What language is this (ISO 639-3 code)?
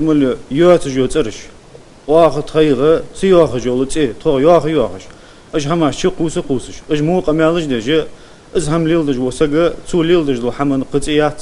inh